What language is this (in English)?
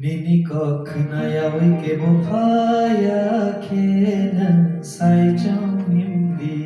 Kok Borok